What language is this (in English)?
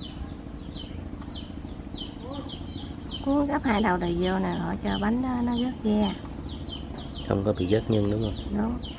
Vietnamese